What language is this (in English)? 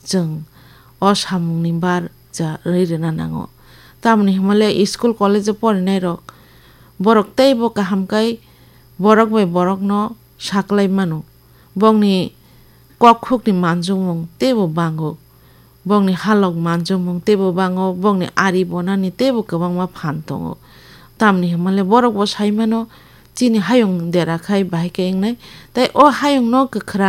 Kok Borok